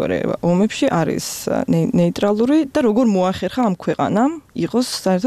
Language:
Georgian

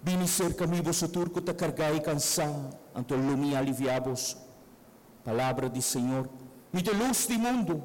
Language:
Papiamento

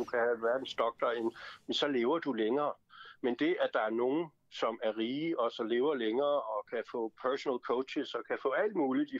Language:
Danish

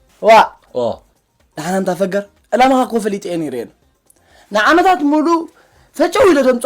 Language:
Tigrinya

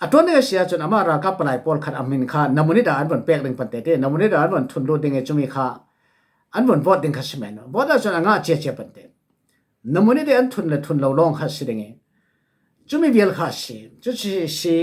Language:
Falam Chin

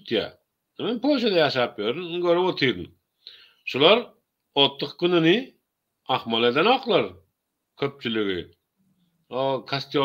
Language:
Turkmen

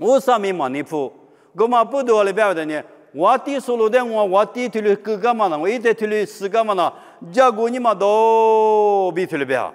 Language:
Lisu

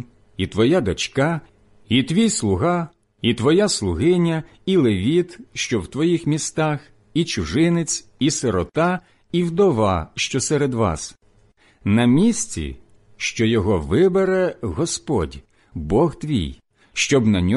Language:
Ukrainian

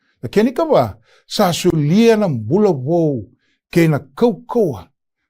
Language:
Fijian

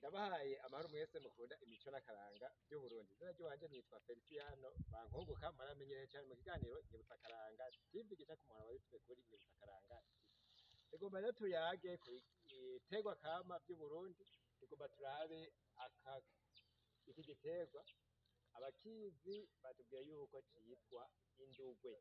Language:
Rundi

